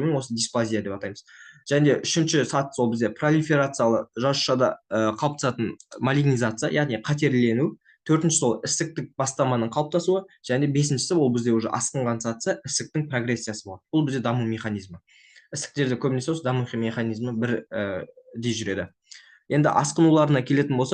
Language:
Kazakh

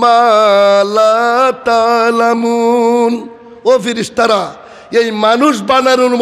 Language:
Sylheti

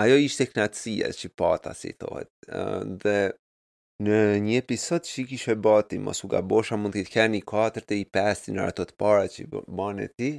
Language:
Albanian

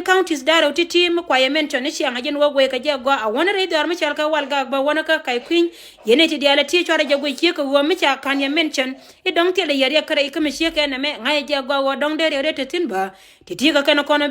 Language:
Nuer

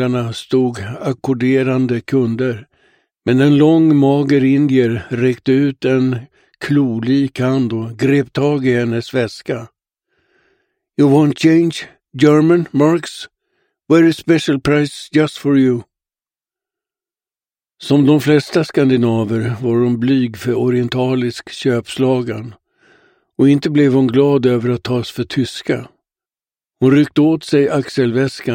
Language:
Swedish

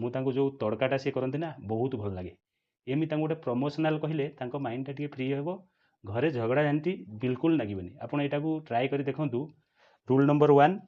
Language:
Odia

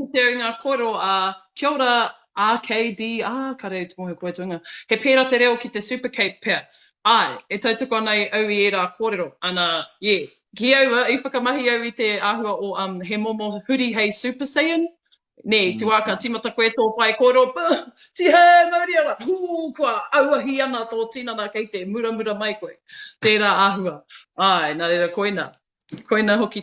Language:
Māori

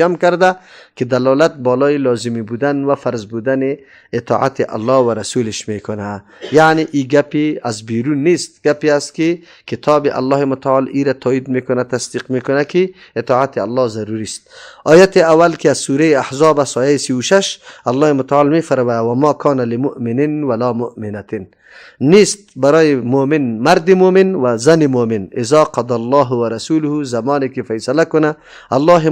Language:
Persian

